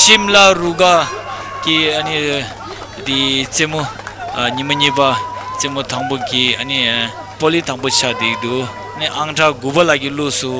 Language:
Tibetan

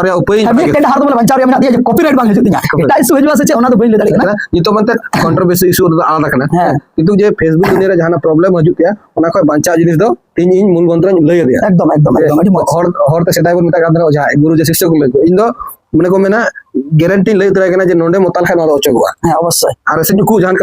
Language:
Santali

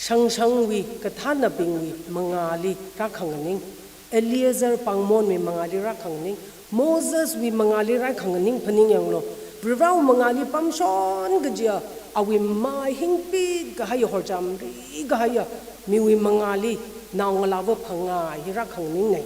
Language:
Tangkhul Naga (India)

